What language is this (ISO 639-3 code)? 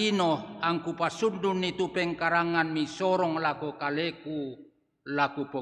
sda